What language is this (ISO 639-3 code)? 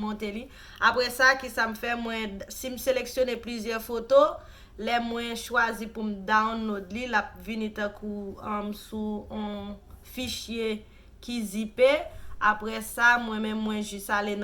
hat